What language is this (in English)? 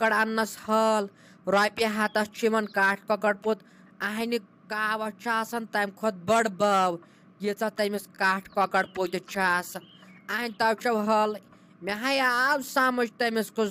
Kashmiri